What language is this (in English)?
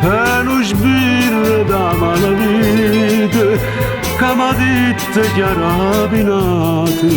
Neapolitan